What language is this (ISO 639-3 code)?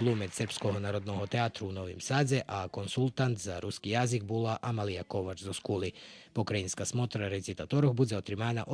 rue